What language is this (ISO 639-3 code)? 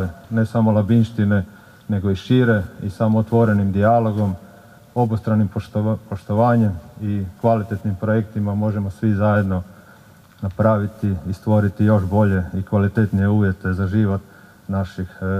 hrv